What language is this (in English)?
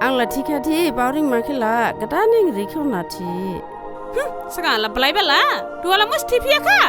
Dimasa